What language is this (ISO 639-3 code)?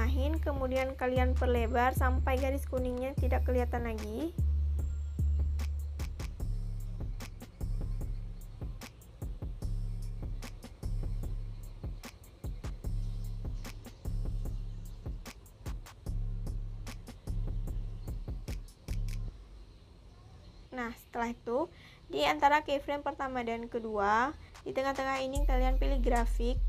ind